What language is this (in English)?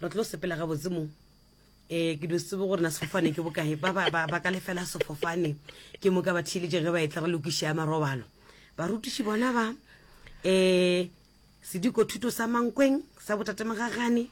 Northern Sotho